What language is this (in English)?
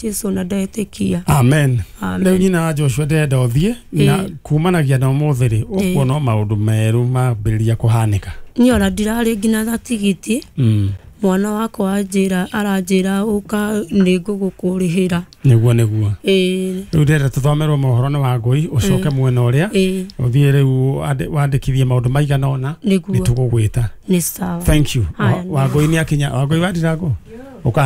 Kikuyu